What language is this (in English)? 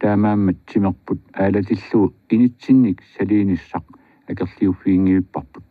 Kalaallisut